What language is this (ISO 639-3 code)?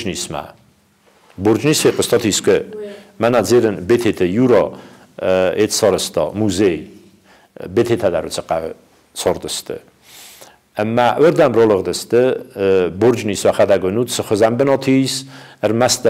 oss